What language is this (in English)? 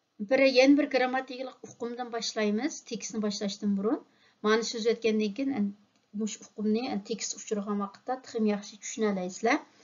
Uyghur